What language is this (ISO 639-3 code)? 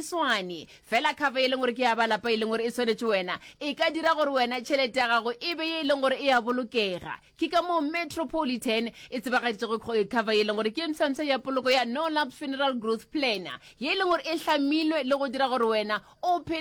nso